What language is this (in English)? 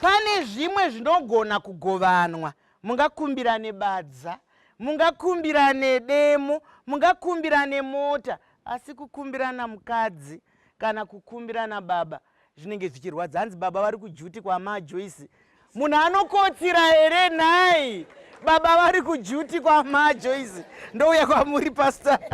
Shona